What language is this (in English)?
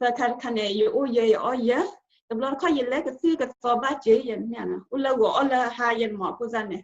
S'gaw Karen